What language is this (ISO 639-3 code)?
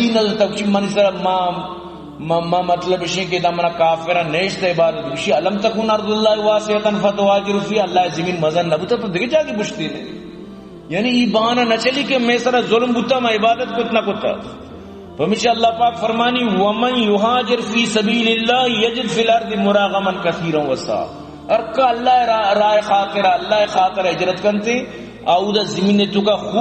bgp